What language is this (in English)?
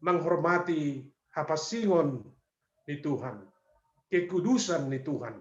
Batak Simalungun